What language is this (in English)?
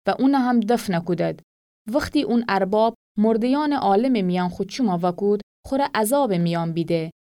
Gilaki